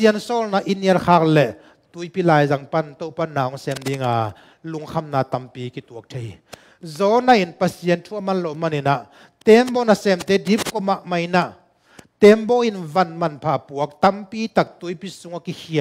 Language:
Tedim Chin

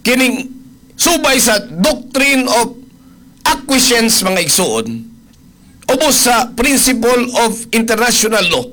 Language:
Cebuano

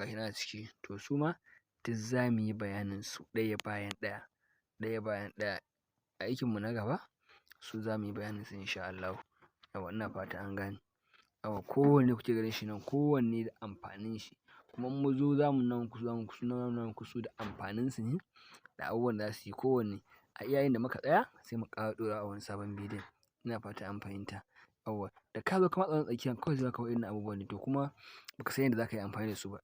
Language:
Hausa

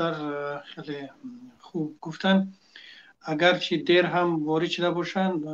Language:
Tajik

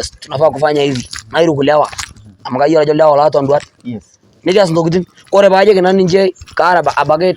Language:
Masai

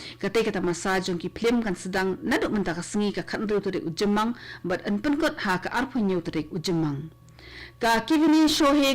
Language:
Khasi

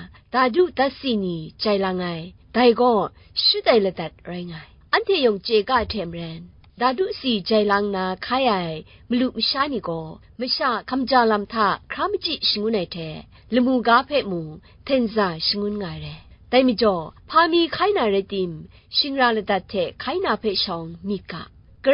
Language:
Kachin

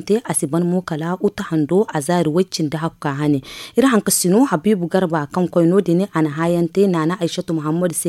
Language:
Zarma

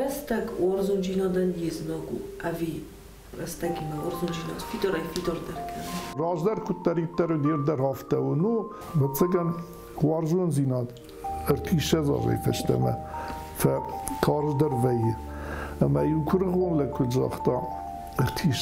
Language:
Ossetic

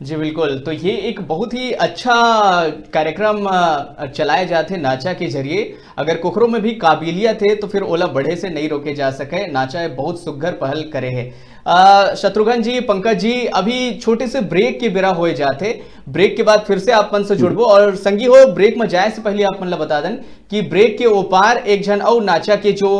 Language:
Chhattisgarhi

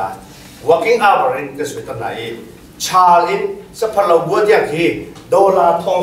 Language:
Hakha Chin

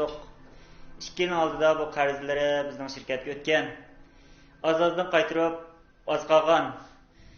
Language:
Uyghur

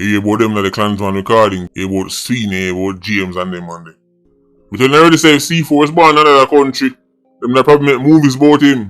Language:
Jamaican Creole English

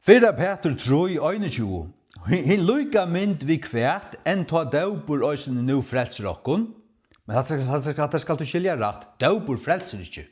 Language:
Faroese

